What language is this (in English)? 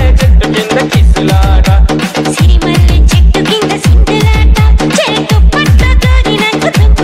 Telugu